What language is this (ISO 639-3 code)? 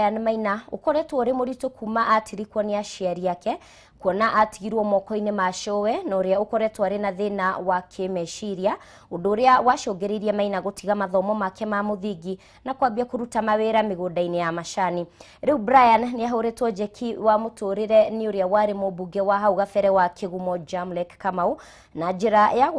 kik